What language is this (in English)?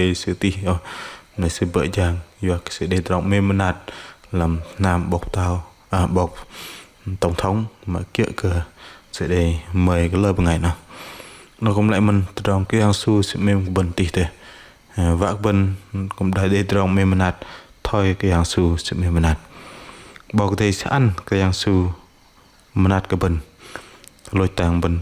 Bahnar